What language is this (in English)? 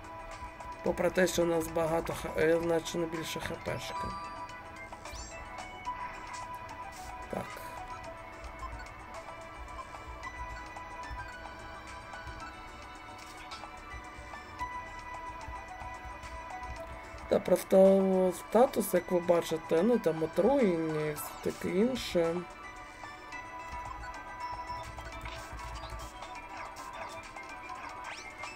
Ukrainian